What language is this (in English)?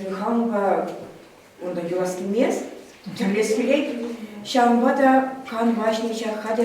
Chuvash